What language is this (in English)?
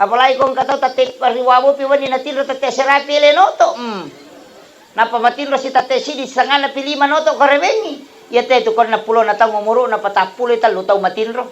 Buginese